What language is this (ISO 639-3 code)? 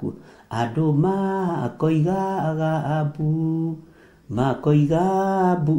kik